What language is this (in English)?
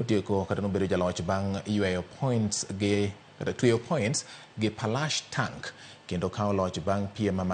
Luo (Kenya and Tanzania)